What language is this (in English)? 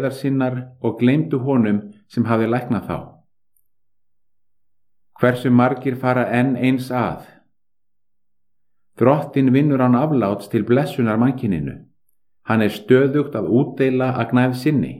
Icelandic